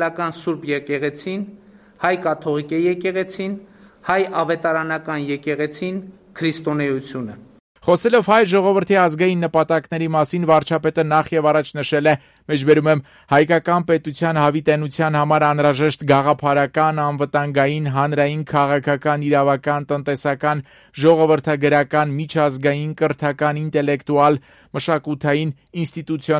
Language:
Armenian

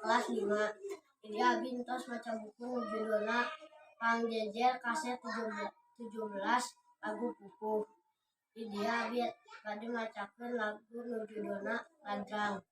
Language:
Sundanese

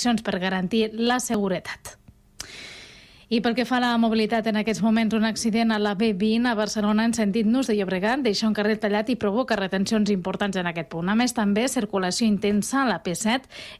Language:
Catalan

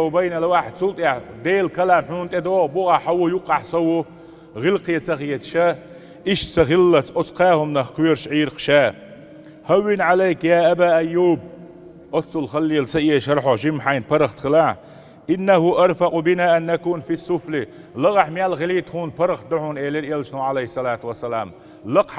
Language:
Chechen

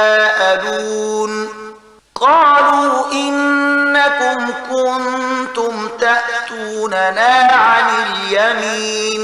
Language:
Pashto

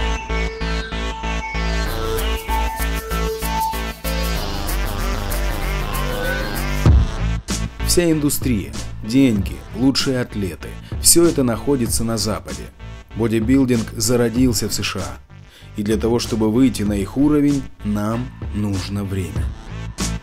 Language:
Russian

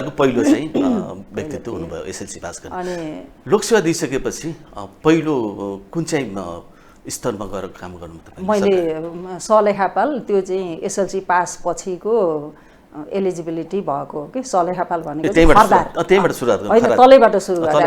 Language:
Nepali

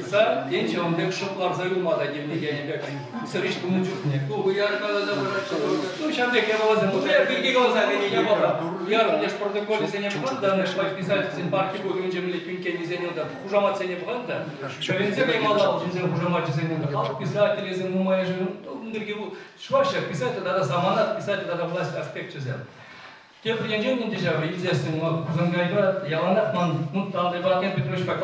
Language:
Chuvash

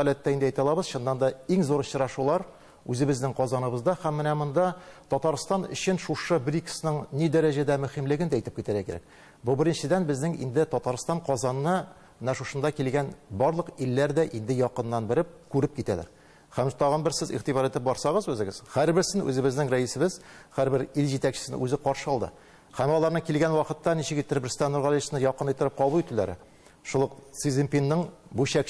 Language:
Tatar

